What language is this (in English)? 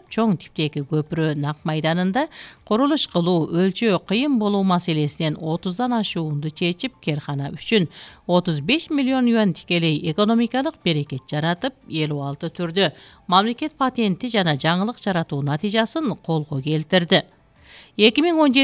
Kyrgyz